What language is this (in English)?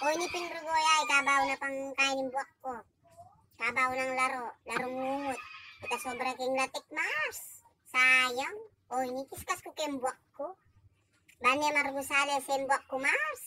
Pampanga